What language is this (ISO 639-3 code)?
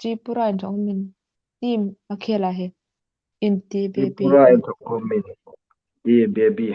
hmr